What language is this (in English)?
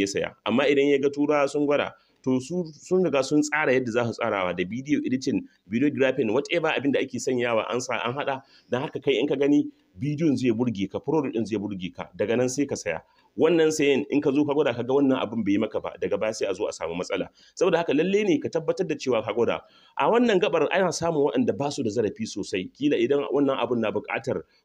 Hausa